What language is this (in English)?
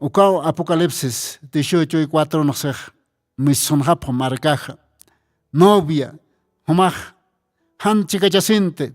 Aymara